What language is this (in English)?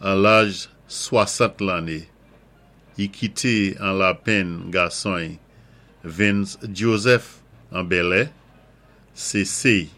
Saint Lucian Creole French